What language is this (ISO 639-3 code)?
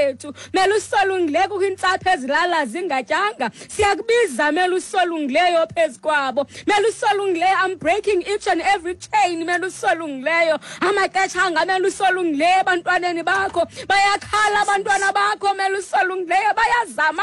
xho